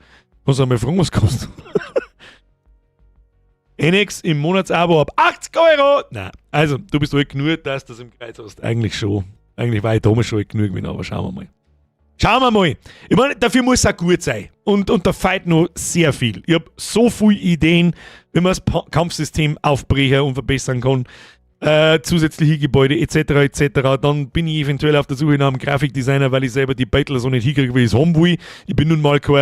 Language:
Bavarian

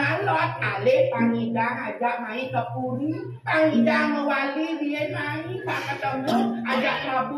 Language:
Balinese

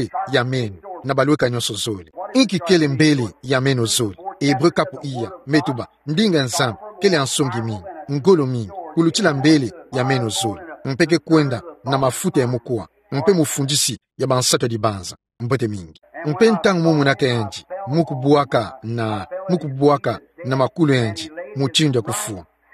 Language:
Kituba (Democratic Republic of Congo)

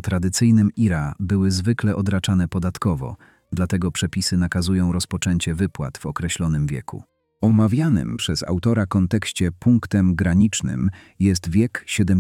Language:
Polish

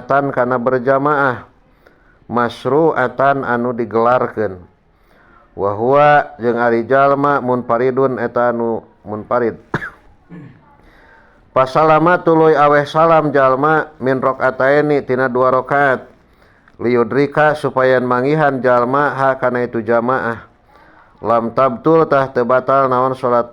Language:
Sundanese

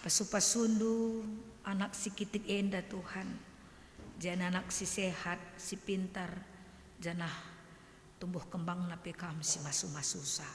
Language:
Batak Karo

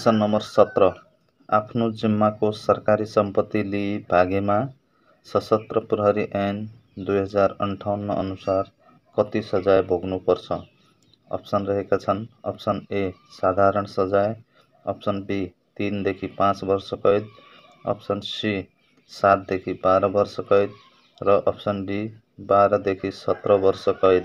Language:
Nepali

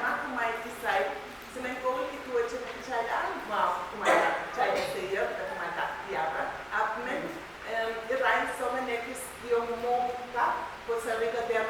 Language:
Pohnpeian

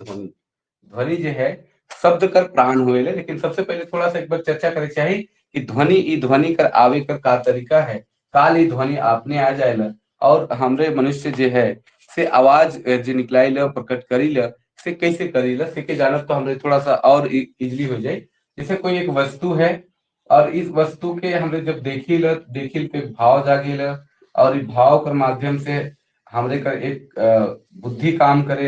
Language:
Sadri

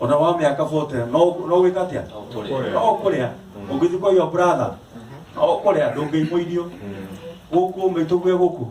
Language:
Kikuyu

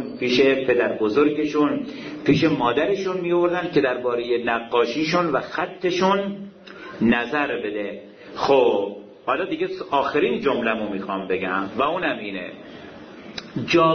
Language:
Persian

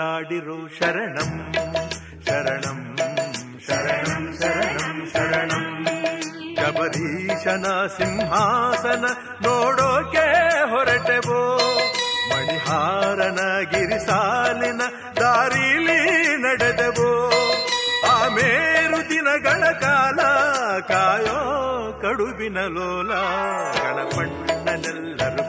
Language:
Kannada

